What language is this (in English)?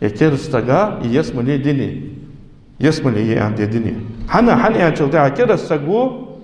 Ingush